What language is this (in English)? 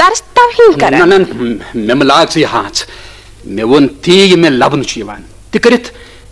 Kashmiri